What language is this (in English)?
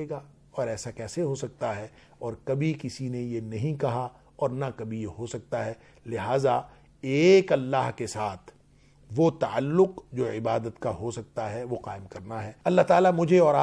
Urdu